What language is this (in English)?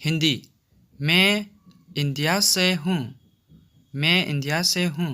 Manipuri